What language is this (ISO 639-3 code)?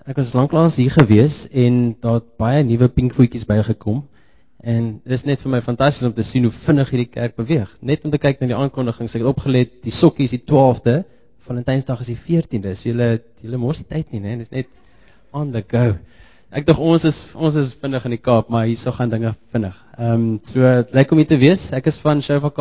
afr